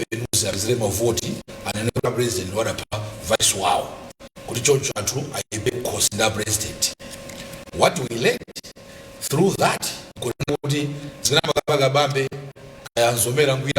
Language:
Nyanja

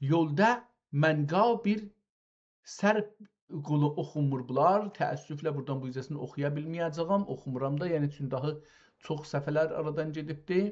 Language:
South Azerbaijani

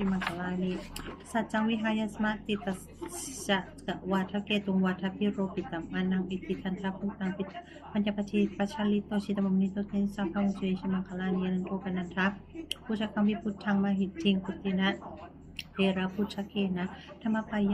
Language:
Pali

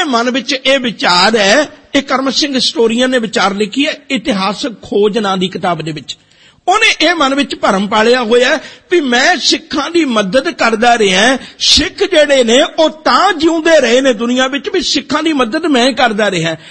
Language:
Punjabi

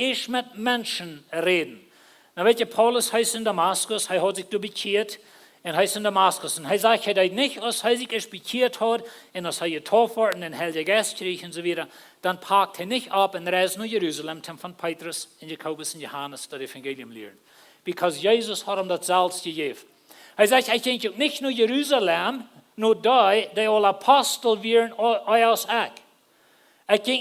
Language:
Plautdietsch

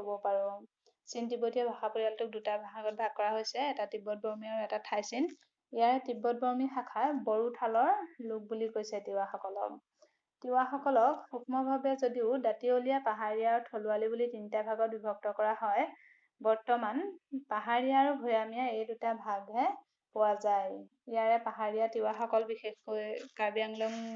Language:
Assamese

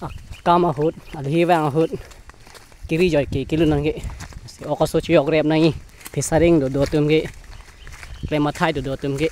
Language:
Karbi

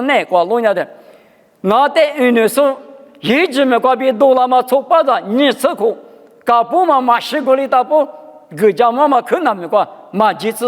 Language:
Lisu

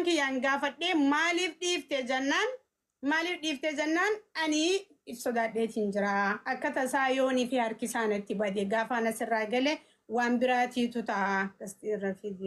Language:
Oromo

